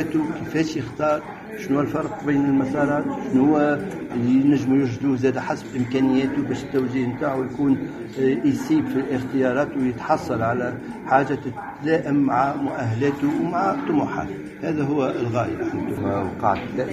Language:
Tunisian Arabic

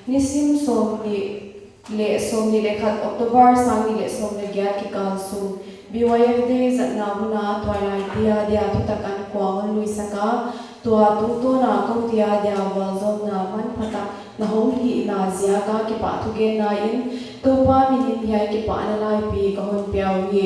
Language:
Paite Chin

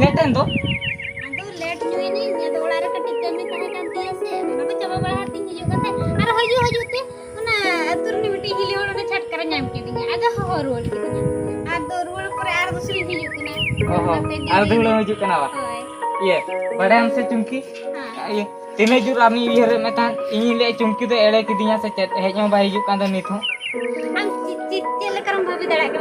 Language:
Santali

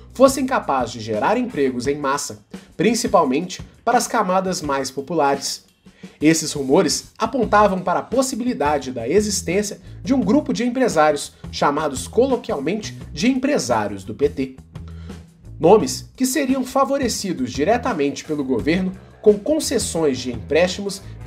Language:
Portuguese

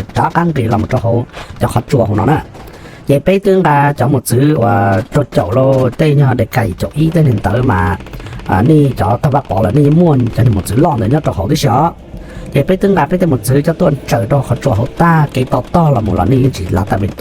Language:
Hmong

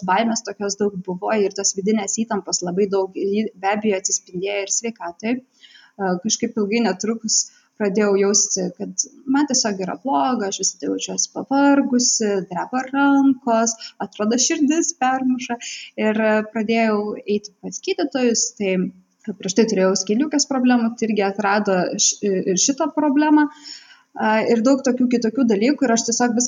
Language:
Lithuanian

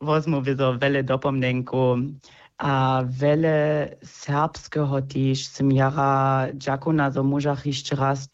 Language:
Upper Sorbian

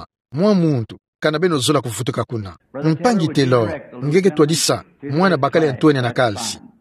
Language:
Kituba (Democratic Republic of Congo)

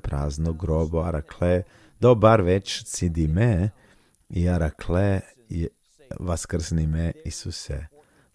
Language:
Balkan Romani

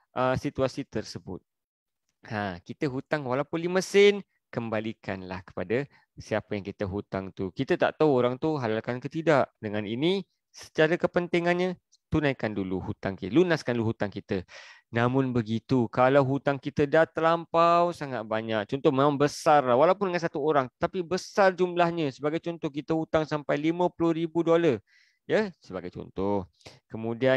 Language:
Malay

